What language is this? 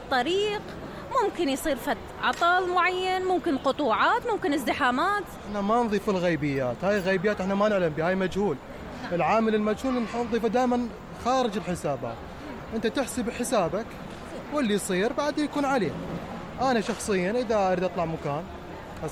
Mesopotamian Arabic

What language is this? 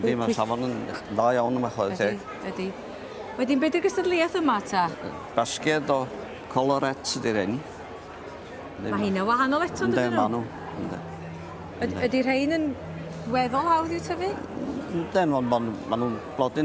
Welsh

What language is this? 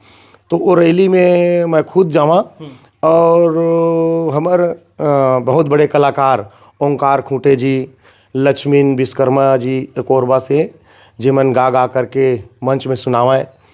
Chhattisgarhi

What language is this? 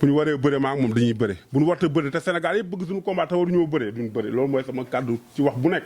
Wolof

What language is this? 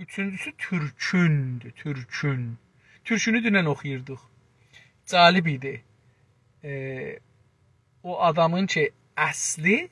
South Azerbaijani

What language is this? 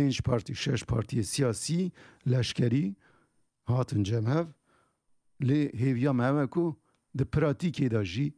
Kurdish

